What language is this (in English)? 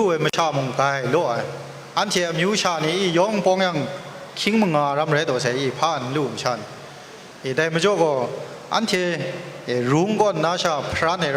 Kachin